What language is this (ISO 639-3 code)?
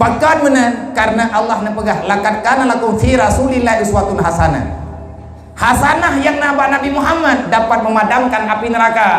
ace